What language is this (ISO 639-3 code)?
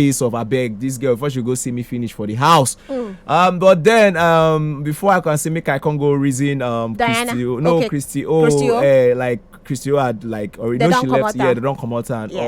pcm